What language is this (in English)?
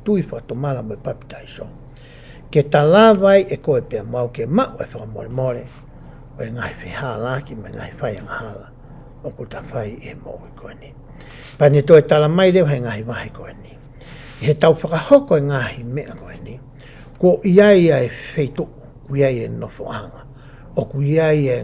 Tongan